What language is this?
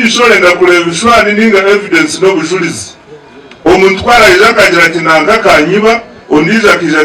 Nyankole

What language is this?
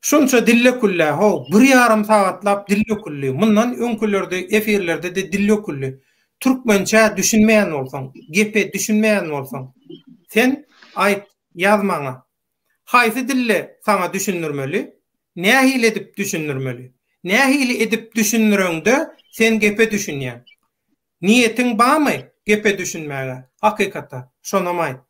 Turkmen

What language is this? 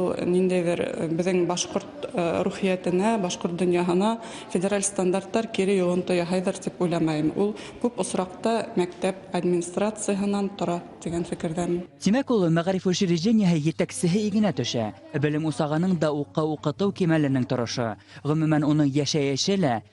Bashkir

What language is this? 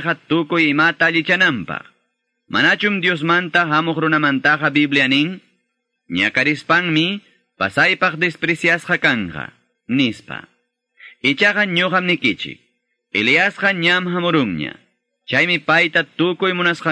Quechua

